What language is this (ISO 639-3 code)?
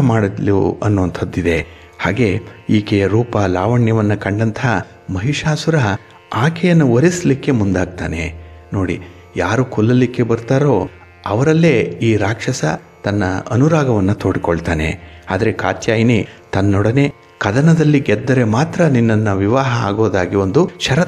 kan